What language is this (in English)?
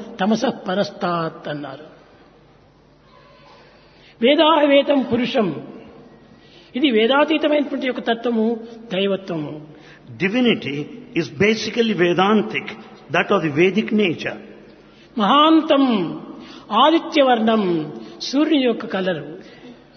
Telugu